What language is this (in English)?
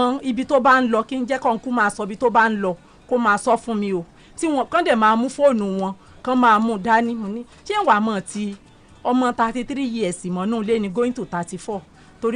Yoruba